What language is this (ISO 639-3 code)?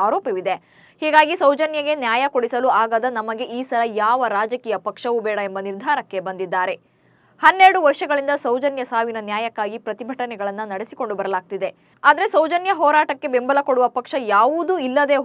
kan